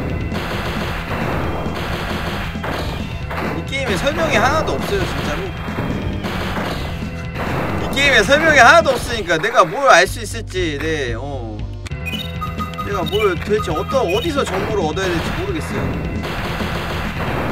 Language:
Korean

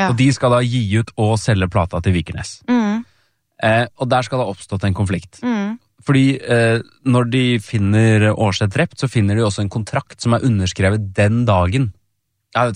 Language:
Norwegian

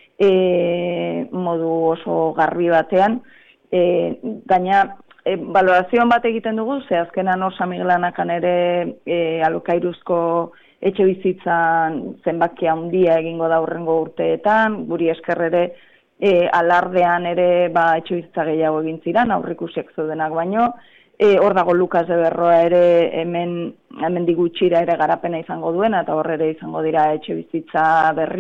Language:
Basque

